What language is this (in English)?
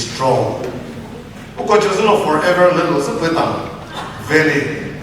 Chokri Naga